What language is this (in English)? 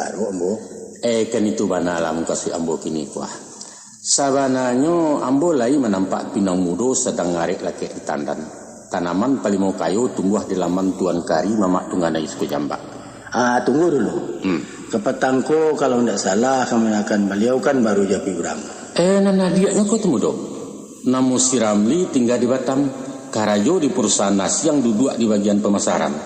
Minangkabau